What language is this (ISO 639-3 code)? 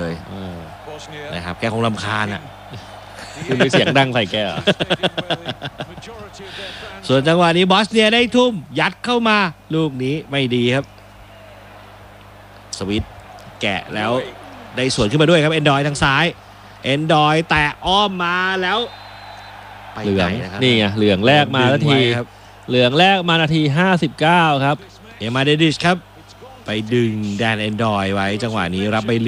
tha